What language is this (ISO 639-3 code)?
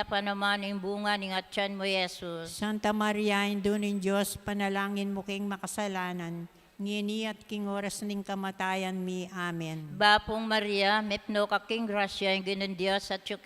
pam